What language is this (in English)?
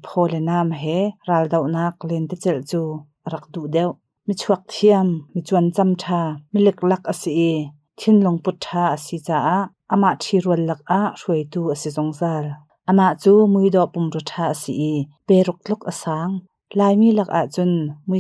Hakha Chin